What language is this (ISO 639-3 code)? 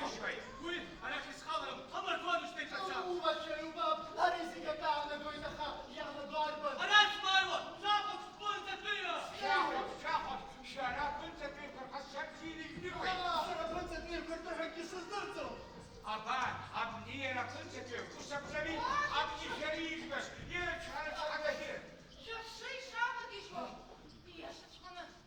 abk